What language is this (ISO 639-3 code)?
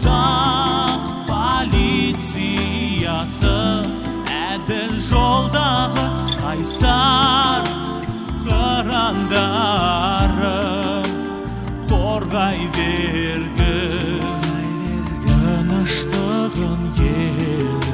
kaz